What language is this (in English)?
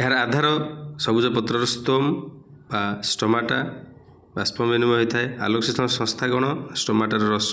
Odia